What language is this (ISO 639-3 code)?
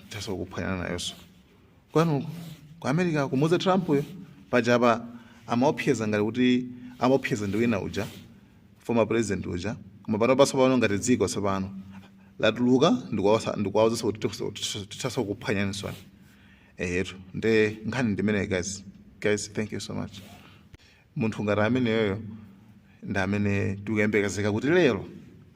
nya